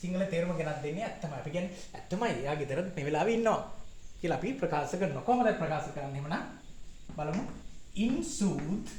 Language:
Sinhala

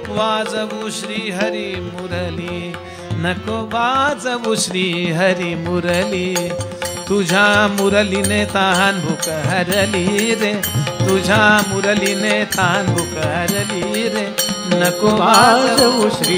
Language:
Marathi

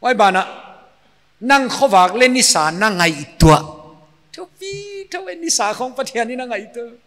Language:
Paite Chin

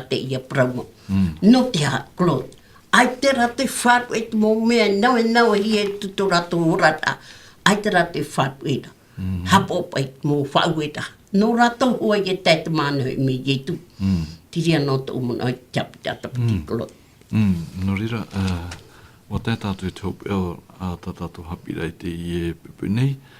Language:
Tahitian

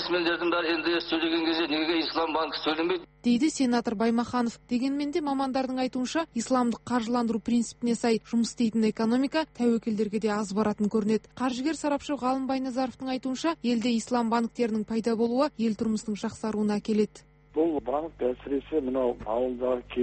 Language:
Kazakh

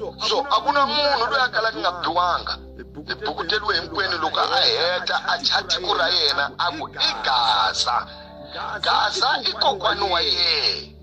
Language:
Tsonga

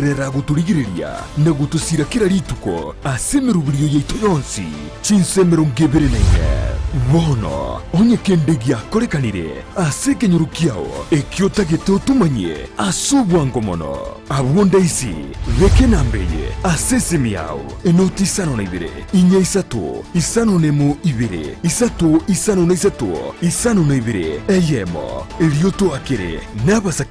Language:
Gusii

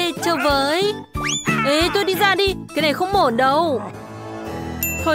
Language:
Vietnamese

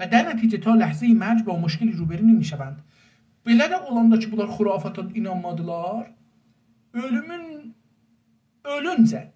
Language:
South Azerbaijani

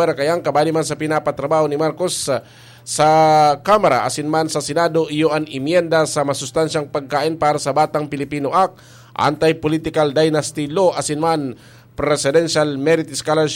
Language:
Bikol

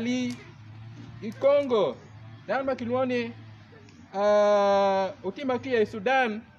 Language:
Acoli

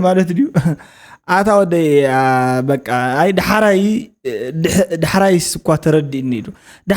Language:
Tigrinya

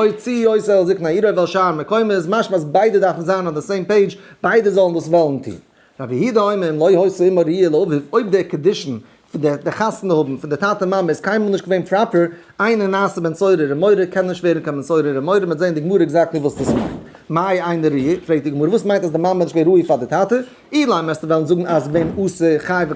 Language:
Yiddish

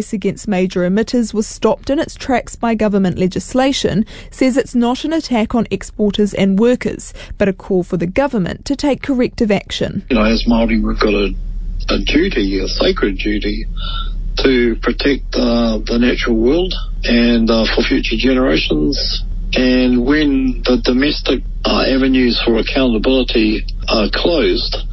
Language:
English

